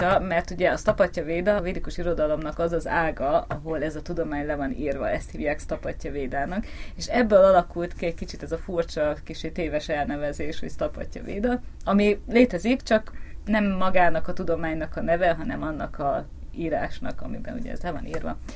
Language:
Hungarian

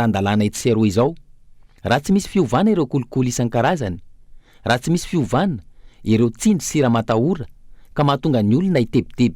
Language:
Malagasy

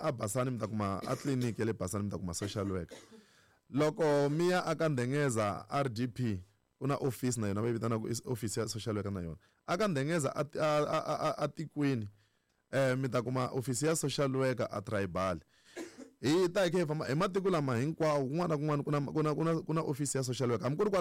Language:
Tsonga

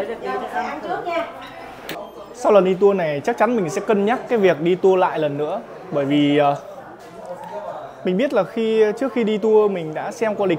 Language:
Vietnamese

